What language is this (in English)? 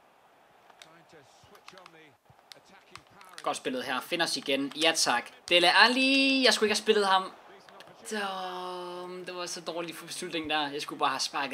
Danish